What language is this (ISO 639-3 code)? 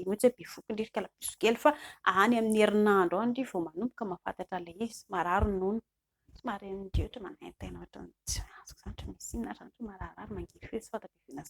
mlg